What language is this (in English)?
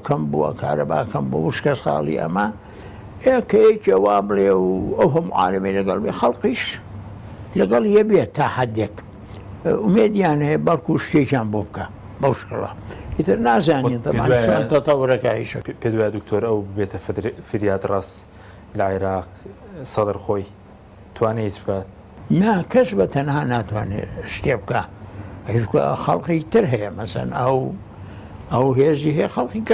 Central Kurdish